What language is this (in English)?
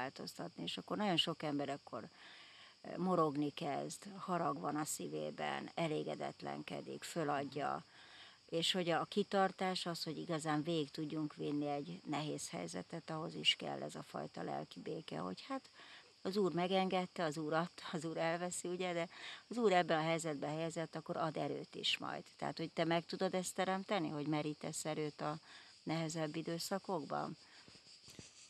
Hungarian